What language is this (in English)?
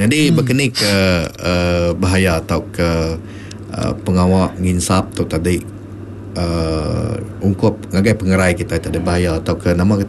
Iban